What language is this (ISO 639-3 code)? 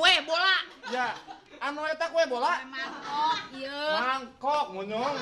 bew